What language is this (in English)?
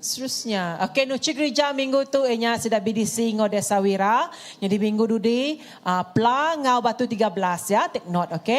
Iban